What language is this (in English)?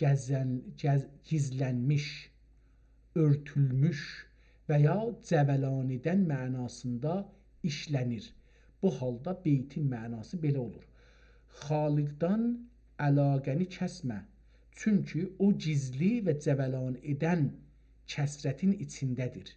South Azerbaijani